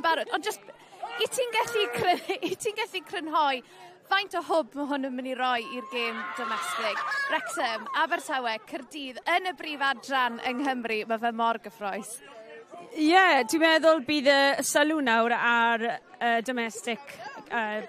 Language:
Welsh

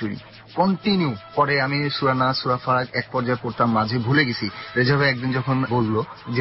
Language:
Bangla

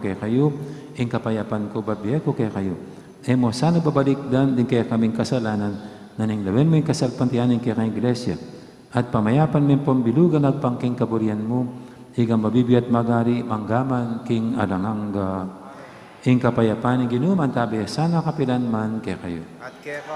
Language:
Pampanga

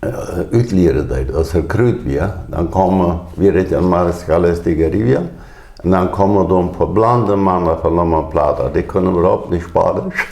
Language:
Plautdietsch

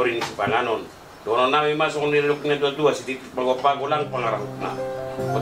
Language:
Batak Toba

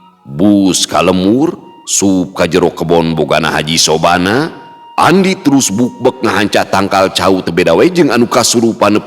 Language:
Sundanese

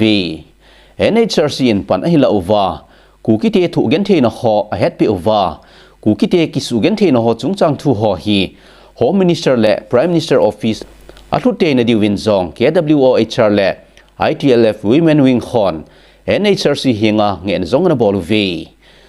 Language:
Thado Chin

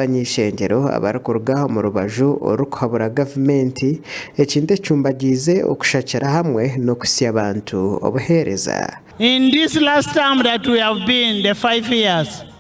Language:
Nyankole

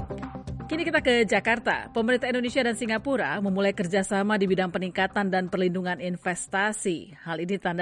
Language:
Indonesian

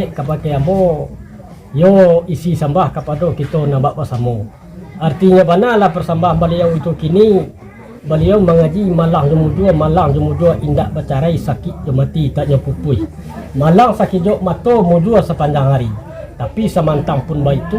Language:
Minangkabau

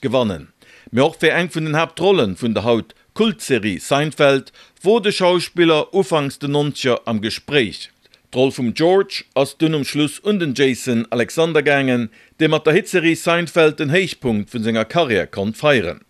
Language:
Luxembourgish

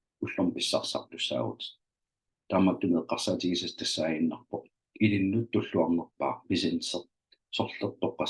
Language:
Kalaallisut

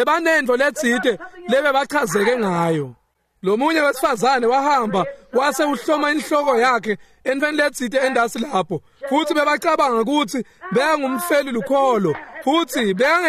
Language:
Swati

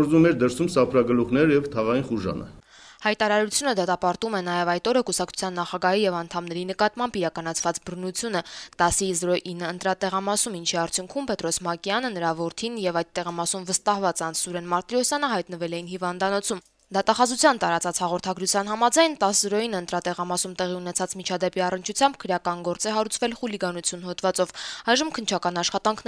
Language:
Armenian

